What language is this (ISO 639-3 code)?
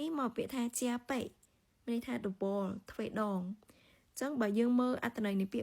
khm